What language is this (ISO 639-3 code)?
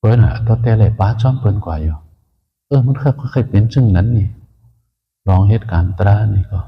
shn